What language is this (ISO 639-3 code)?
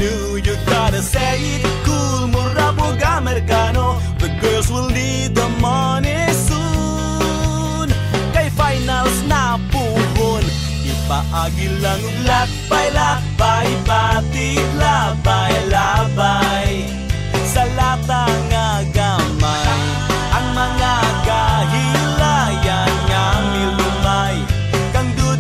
ceb